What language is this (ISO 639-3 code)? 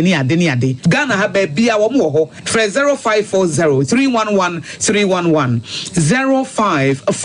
aka